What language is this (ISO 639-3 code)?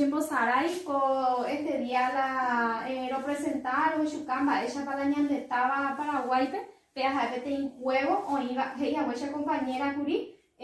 grn